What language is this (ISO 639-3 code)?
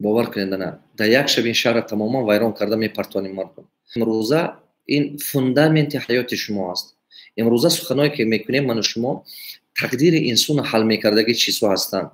tgk